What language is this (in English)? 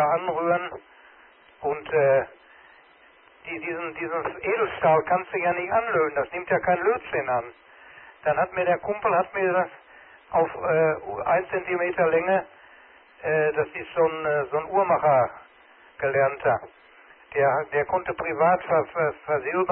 German